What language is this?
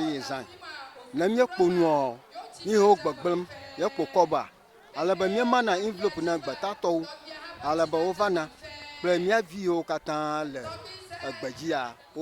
Ewe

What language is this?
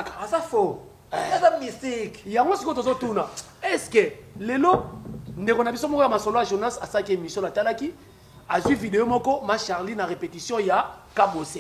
Lingala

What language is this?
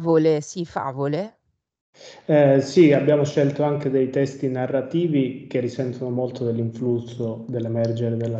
Italian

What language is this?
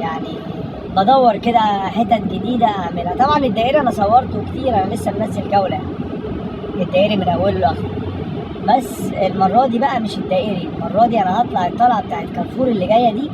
Egyptian Arabic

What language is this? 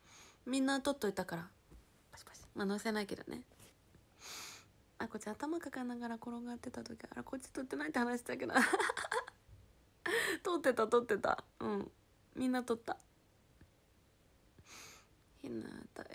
Japanese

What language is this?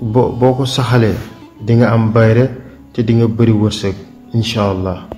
Wolof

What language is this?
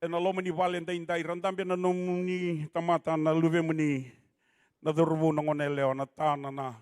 Fijian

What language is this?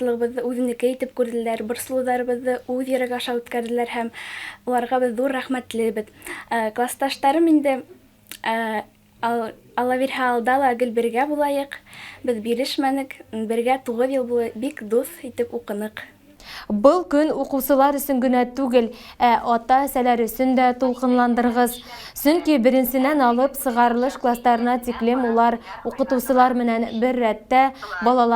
Bashkir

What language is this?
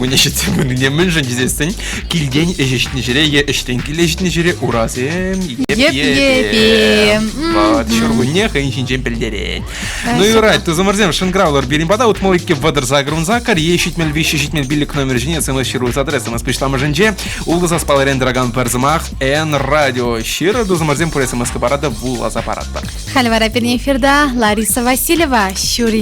Chuvash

